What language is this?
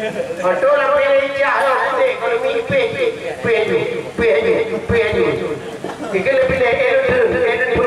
Achinese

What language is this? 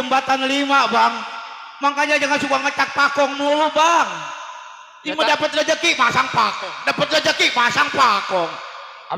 Betawi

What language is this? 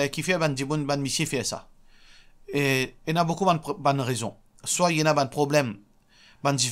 Morisyen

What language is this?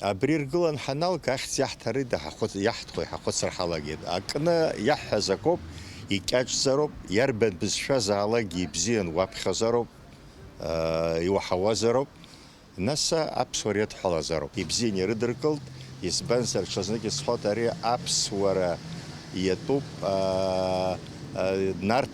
Abkhazian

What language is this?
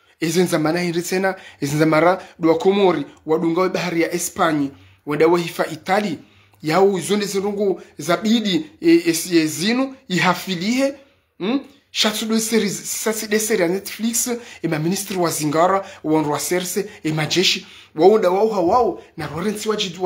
Ngazidja Comorian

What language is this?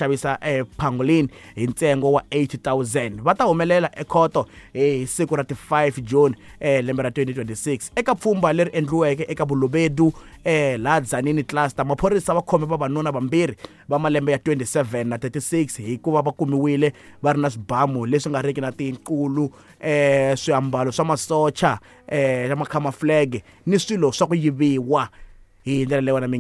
Tsonga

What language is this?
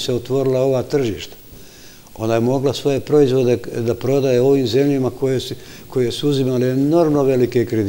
Serbian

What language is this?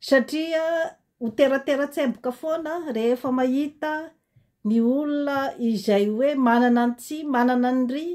Malagasy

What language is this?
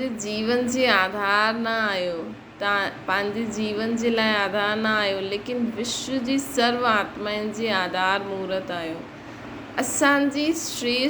Sindhi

